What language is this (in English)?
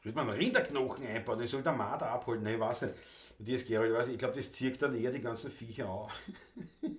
Bavarian